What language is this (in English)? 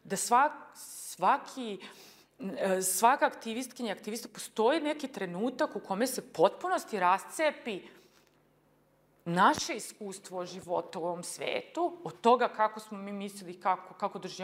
Serbian